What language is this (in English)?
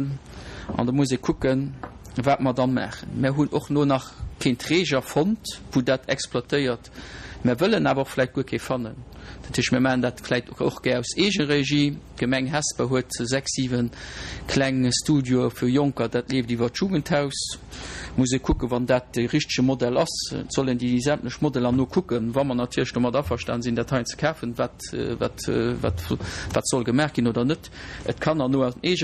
Luxembourgish